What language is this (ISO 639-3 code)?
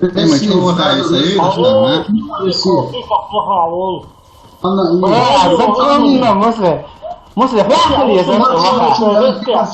che